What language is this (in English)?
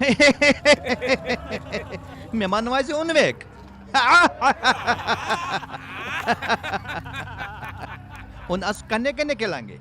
Dogri